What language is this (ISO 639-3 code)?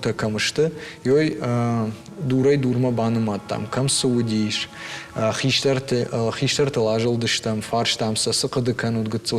oss